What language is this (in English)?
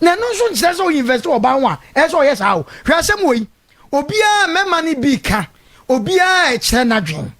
Akan